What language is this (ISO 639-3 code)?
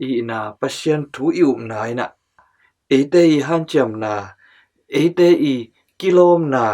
ctd